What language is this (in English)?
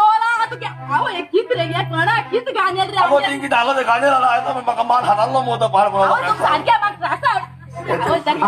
Konkani